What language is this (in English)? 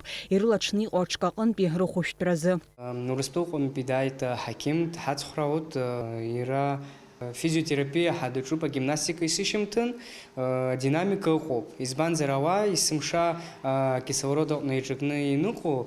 Abkhazian